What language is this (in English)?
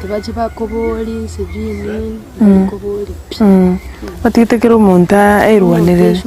Gusii